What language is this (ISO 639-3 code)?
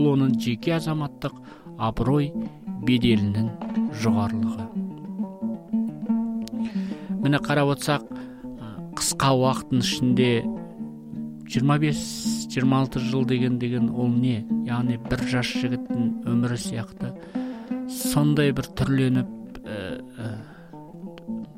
kaz